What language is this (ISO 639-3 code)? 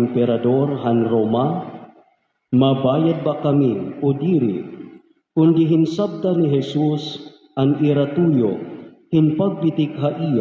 war